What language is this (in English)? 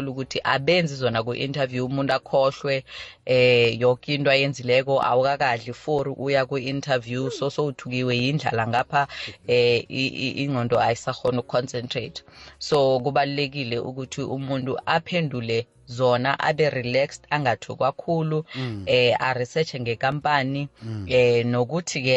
South Ndebele